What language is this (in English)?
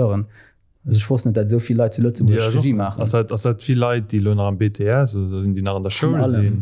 Luxembourgish